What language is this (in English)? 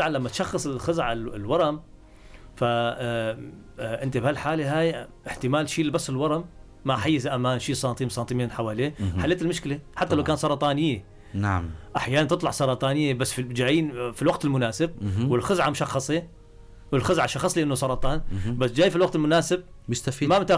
North Levantine Arabic